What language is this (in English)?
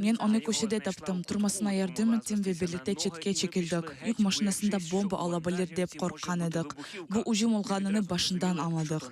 Crimean Tatar